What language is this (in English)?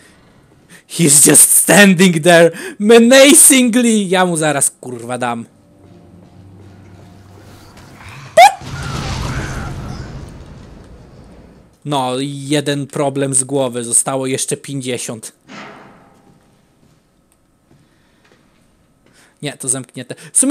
Polish